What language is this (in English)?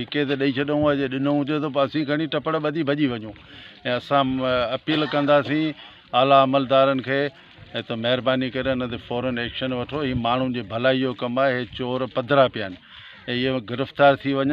Sindhi